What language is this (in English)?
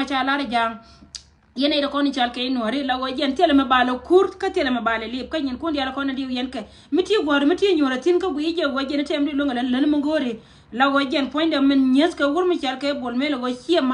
Nuer